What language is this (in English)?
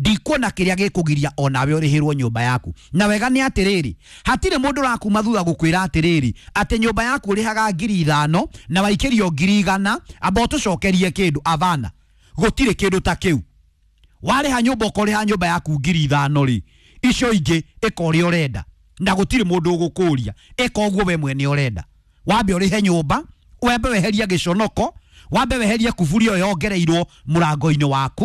Kikuyu